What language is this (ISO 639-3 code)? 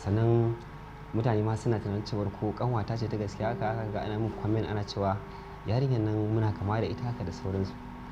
hau